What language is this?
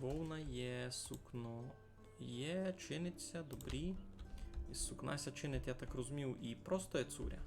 Rusyn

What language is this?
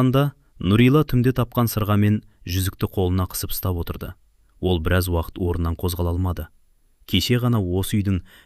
Kazakh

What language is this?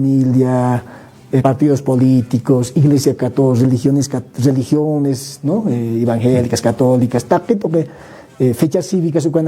Aymara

